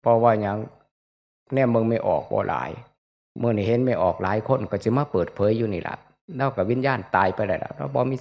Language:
Northeastern Thai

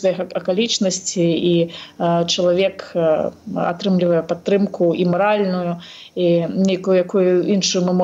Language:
Belarusian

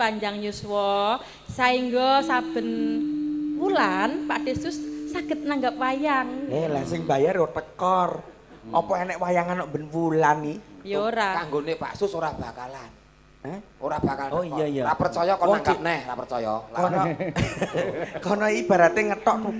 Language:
Javanese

